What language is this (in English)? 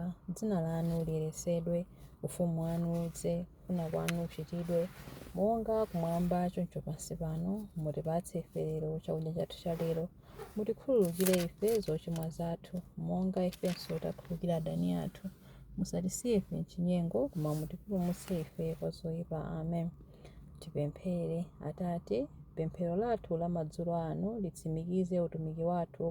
Nyanja